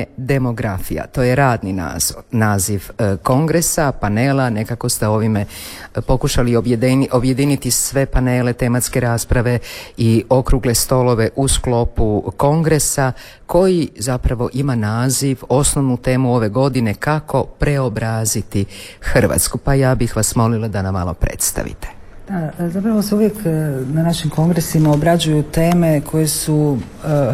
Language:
Croatian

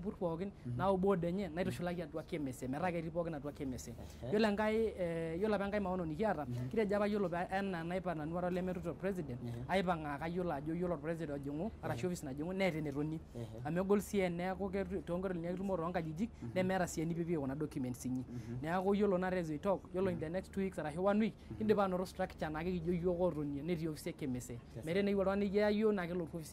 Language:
Masai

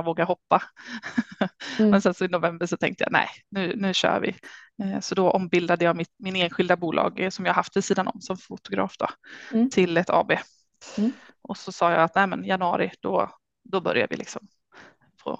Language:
Swedish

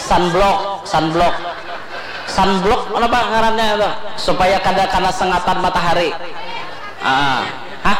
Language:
Banjar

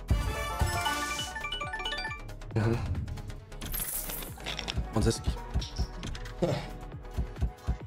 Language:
Czech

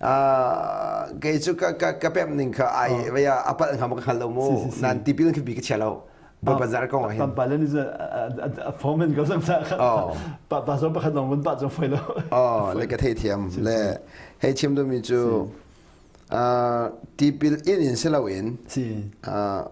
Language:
Hakha Chin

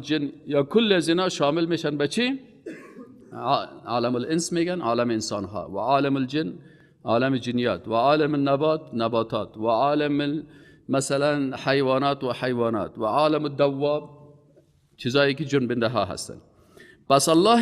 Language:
Persian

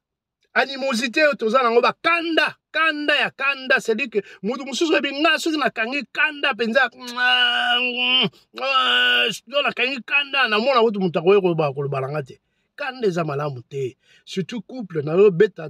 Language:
Lingala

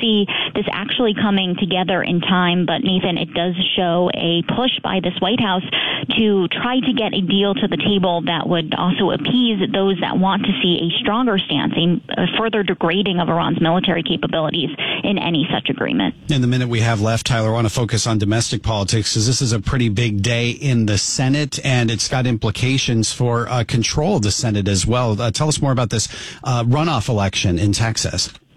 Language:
English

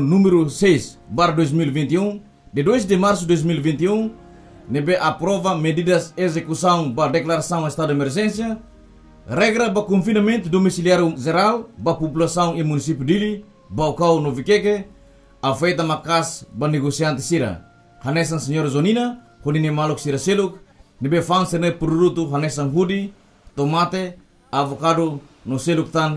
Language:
Tetum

